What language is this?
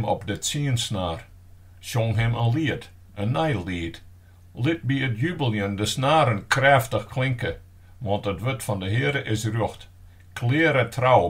Western Frisian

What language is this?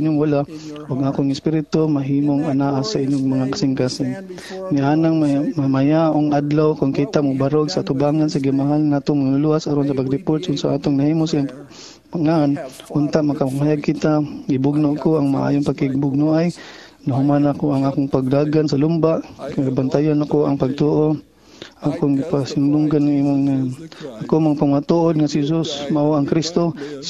Cebuano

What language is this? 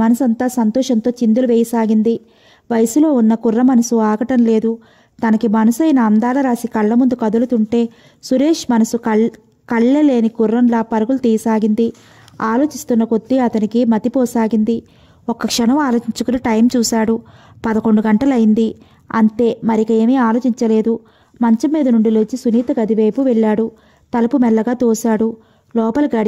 Telugu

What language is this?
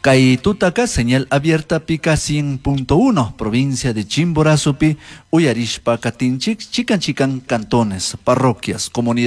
Chimborazo Highland Quichua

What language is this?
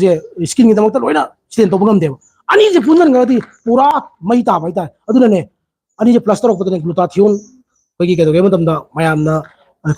Manipuri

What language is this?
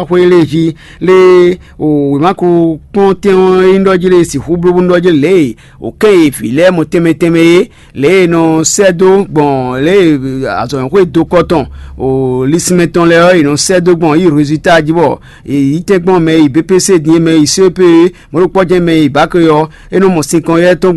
Fon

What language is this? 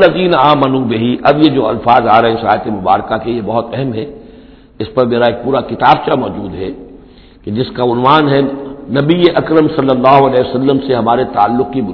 Urdu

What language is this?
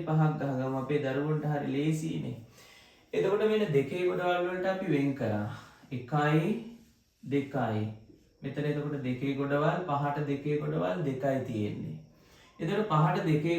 Sinhala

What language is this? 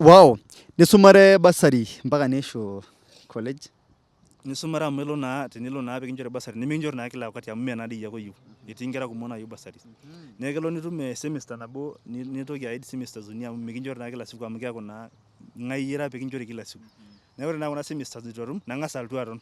Masai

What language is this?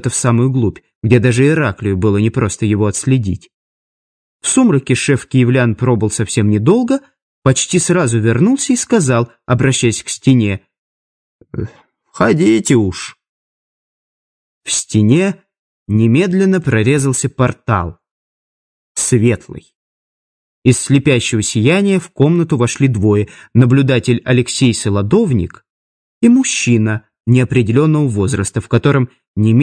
Russian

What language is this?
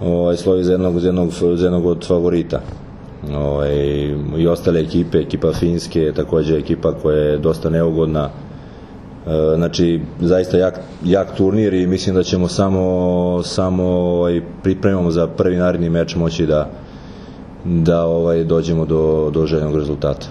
Serbian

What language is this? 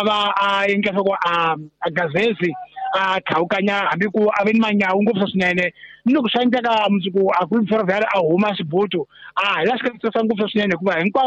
Tsonga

